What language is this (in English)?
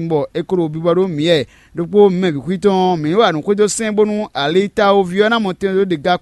Fon